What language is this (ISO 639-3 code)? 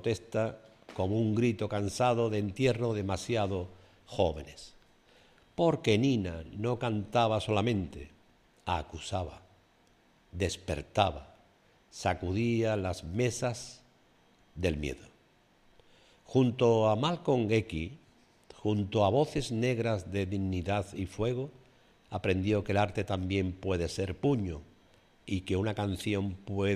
spa